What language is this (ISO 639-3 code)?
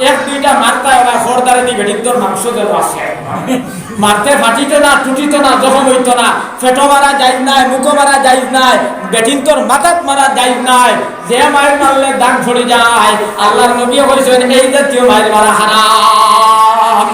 syl